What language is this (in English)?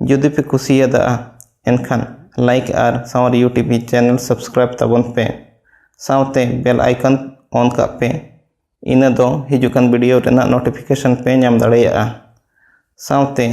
Santali